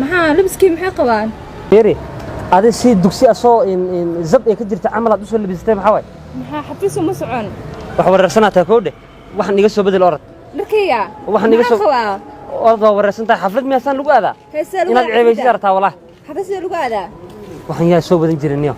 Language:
Somali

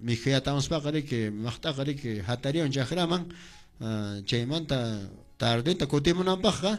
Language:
Quechua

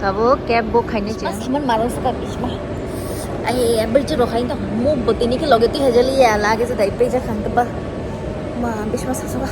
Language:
Kok Borok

